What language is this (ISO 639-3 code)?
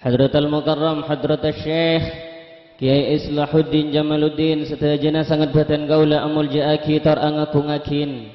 mad